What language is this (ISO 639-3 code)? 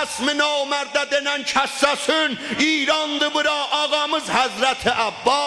azb